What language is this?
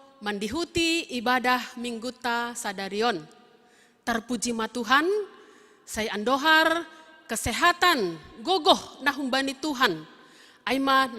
Batak Simalungun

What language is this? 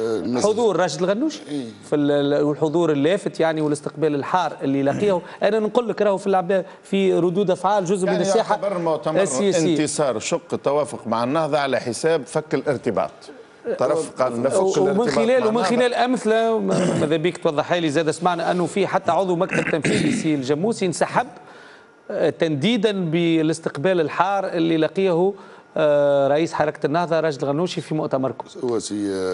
Tunisian Arabic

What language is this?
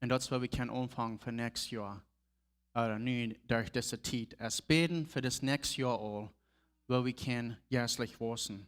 Plautdietsch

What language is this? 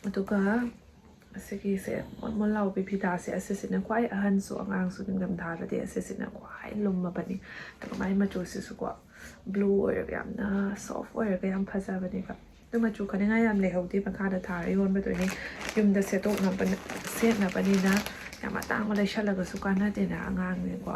Manipuri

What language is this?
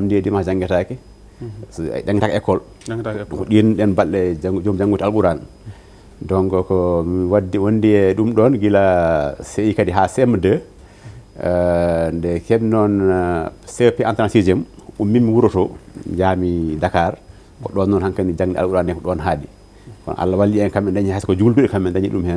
Fula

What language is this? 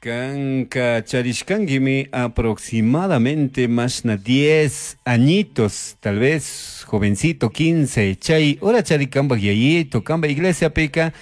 Chimborazo Highland Quichua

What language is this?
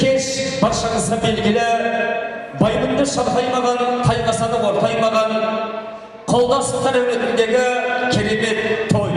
Kazakh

